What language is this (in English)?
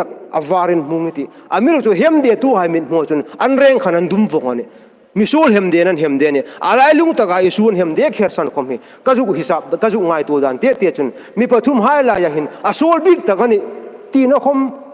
Hmar